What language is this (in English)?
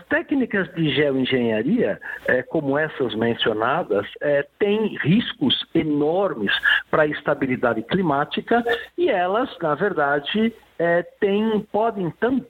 Portuguese